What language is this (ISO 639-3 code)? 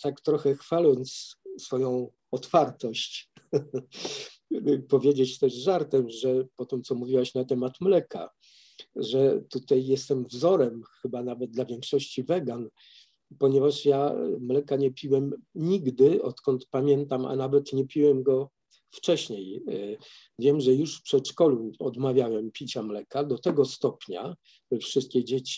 pol